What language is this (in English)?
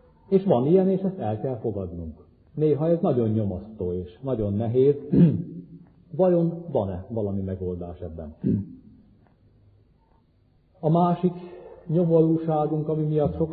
Hungarian